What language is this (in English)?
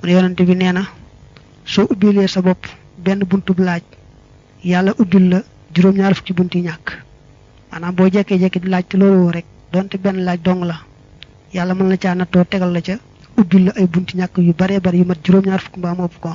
Wolof